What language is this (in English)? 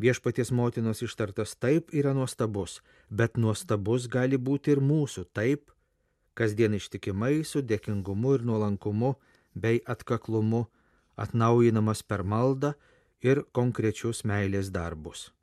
Lithuanian